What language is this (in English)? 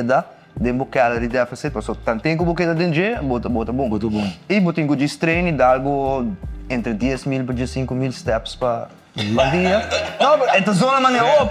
Papiamento